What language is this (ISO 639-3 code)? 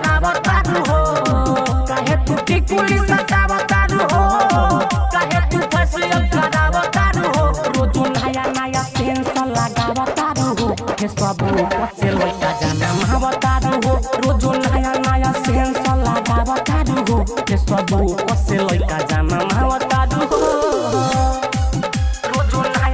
bho